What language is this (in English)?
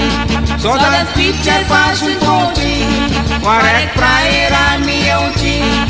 Konkani